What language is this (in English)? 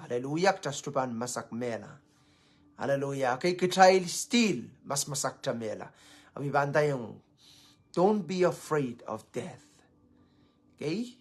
Pohnpeian